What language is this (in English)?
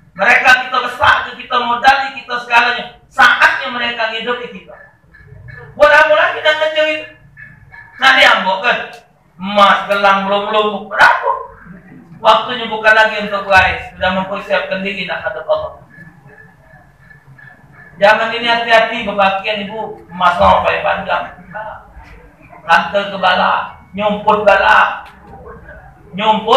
Malay